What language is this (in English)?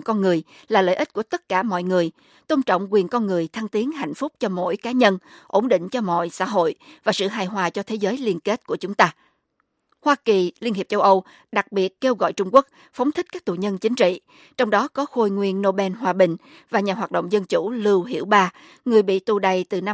Vietnamese